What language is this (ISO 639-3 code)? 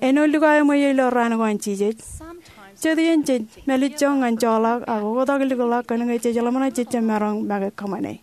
mah